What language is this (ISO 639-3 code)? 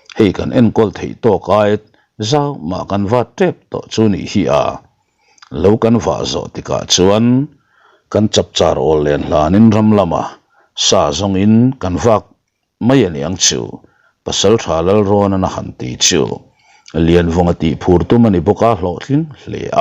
lus